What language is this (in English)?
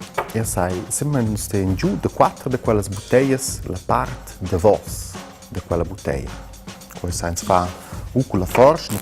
Romansh